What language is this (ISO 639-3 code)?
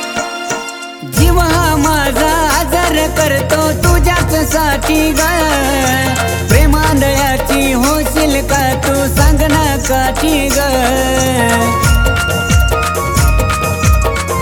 mar